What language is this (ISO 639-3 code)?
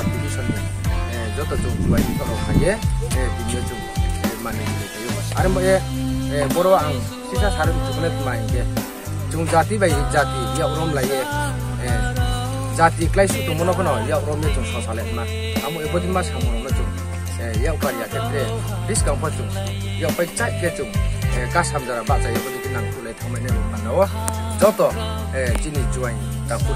ria